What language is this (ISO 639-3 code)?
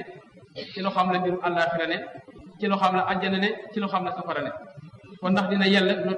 wol